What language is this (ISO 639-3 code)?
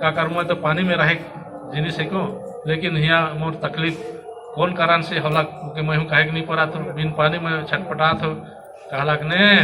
sck